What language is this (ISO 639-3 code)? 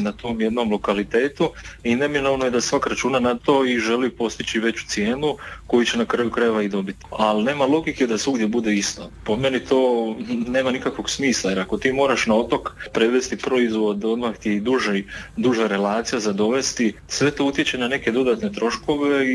hrv